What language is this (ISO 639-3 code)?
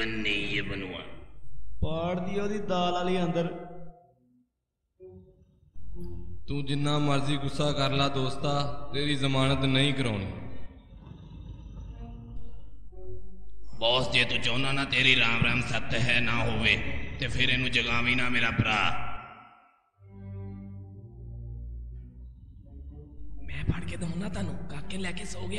pan